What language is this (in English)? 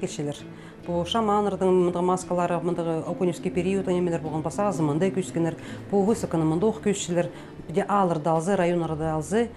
Khakas